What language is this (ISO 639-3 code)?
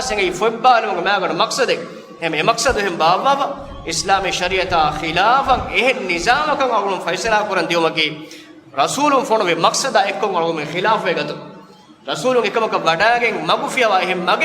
div